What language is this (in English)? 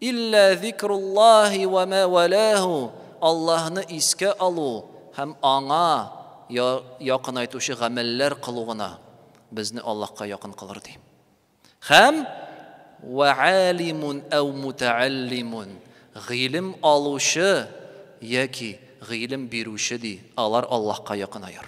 Tatar